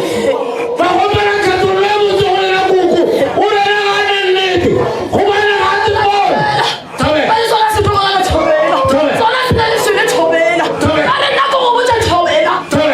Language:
Northern Sotho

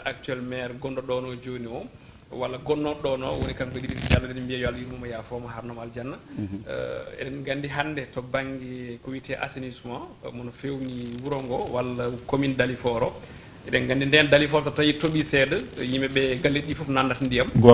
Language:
Fula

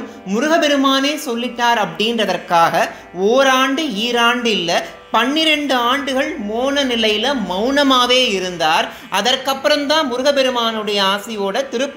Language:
Tamil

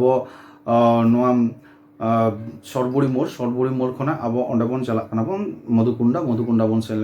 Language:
Santali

